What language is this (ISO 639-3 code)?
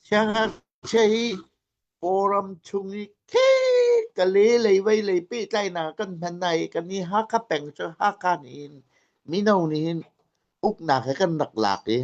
cnh